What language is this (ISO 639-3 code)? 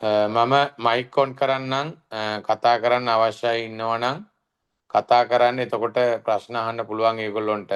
sin